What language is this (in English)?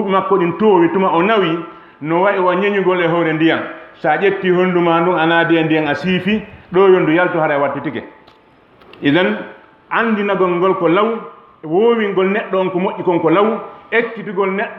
Fula